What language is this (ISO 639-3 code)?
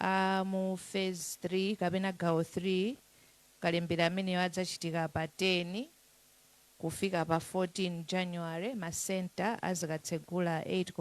nya